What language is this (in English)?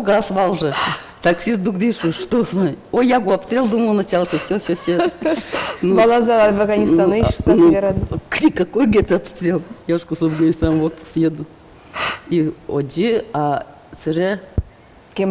Udmurt